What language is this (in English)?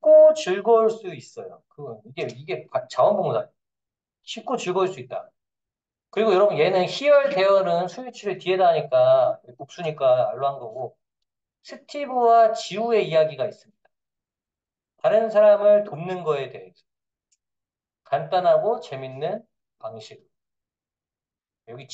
Korean